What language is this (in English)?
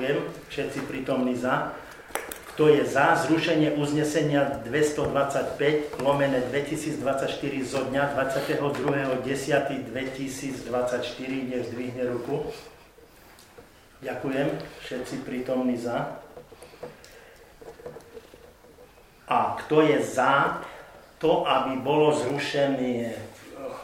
Slovak